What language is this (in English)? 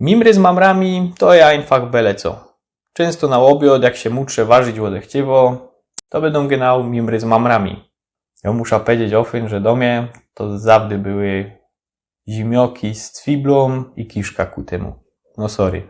Silesian